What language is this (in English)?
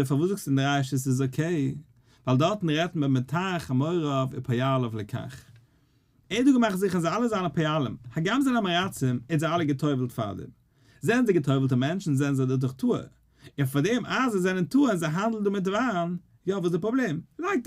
Yiddish